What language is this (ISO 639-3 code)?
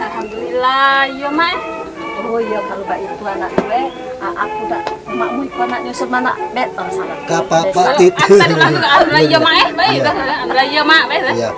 mui